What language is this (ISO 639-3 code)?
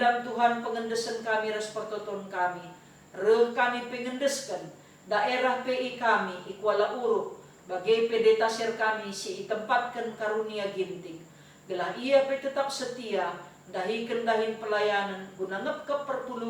btx